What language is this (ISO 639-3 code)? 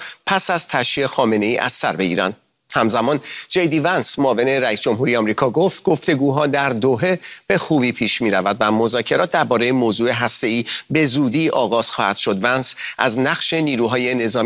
fas